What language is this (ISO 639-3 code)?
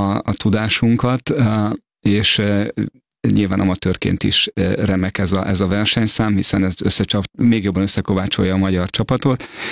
hun